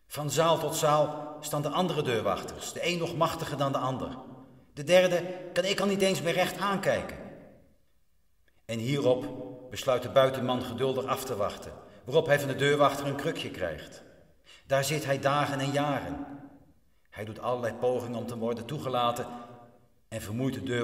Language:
Dutch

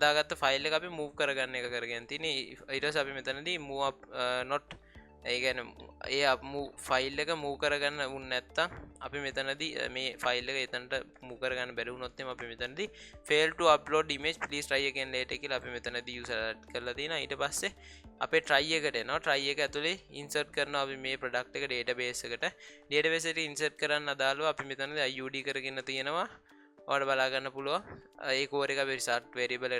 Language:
Sinhala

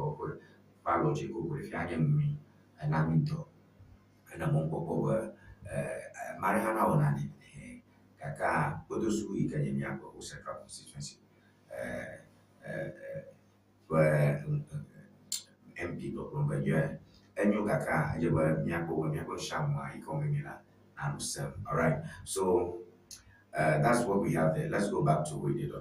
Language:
Ewe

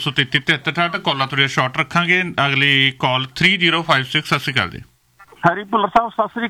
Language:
Punjabi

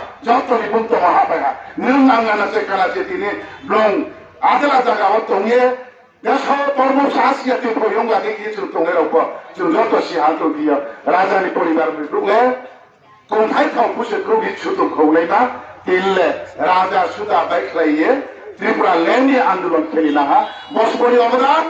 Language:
Riang (India)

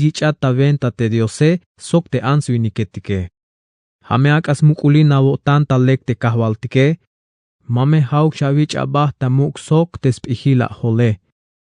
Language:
Tzeltal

